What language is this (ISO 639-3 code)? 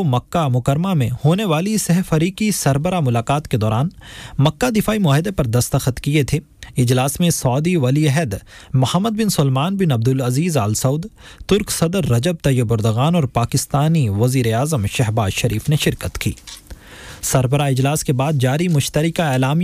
urd